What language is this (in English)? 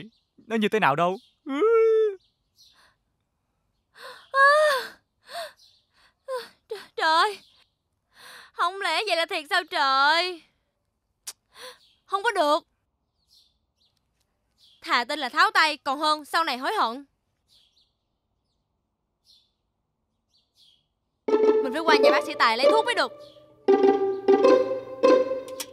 Vietnamese